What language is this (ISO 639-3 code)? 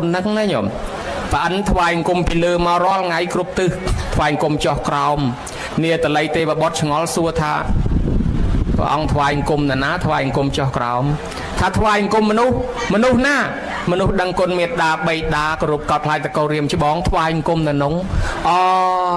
khm